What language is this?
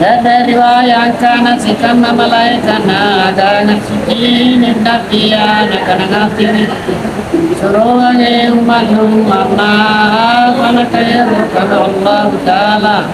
Makasar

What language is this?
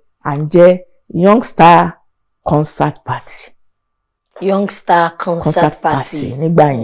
Yoruba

